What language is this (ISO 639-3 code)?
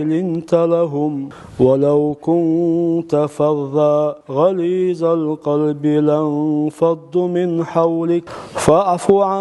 che